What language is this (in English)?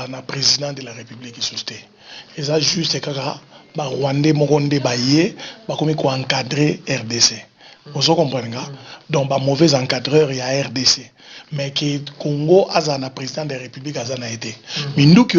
Lingala